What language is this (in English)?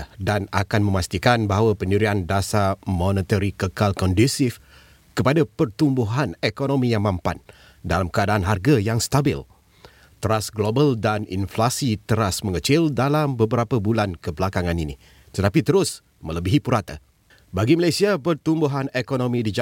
Malay